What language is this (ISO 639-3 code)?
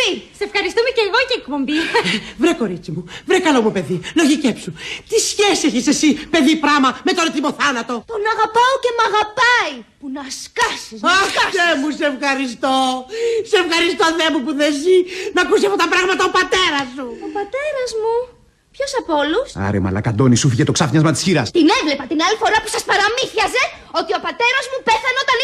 ell